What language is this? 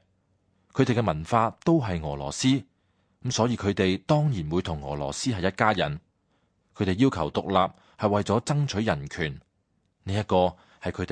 Cantonese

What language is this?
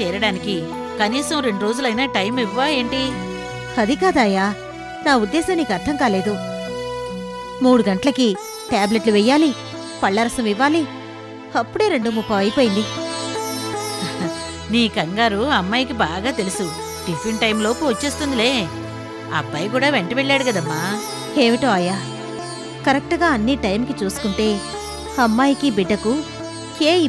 Telugu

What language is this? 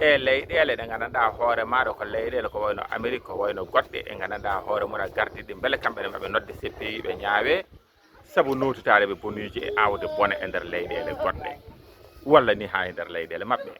Fula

